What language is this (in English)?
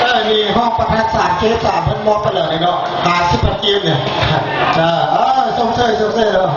Lao